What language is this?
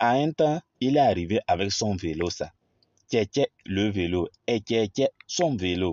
Kabiyè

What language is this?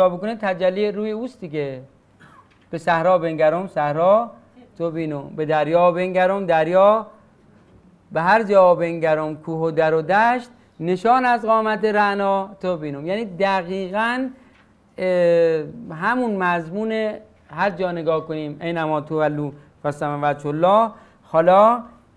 Persian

